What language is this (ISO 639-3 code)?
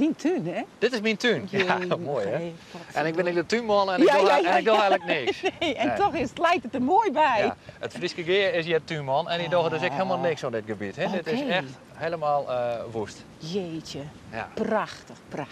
fry